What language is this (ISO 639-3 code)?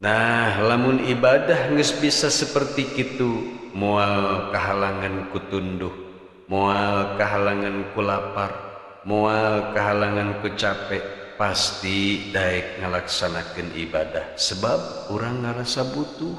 sun